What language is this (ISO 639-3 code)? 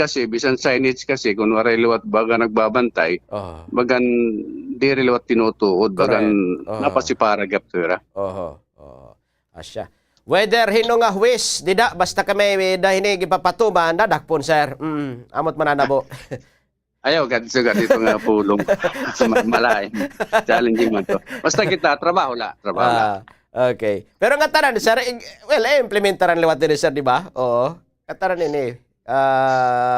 war